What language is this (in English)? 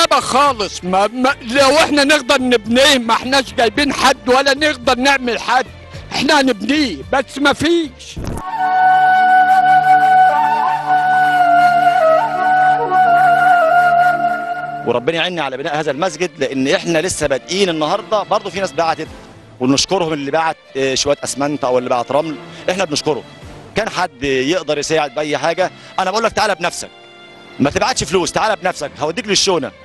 Egyptian Arabic